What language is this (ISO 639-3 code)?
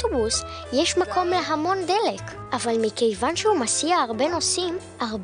heb